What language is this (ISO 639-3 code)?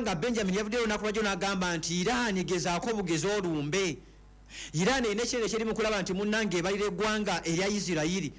lug